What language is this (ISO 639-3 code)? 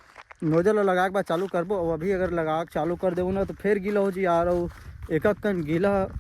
hne